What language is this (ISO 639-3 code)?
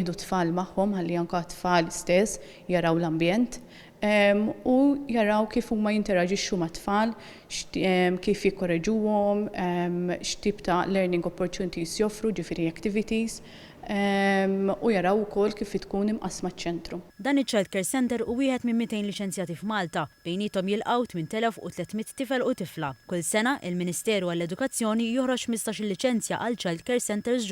mlt